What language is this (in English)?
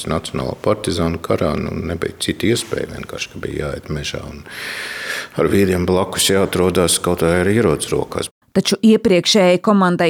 Latvian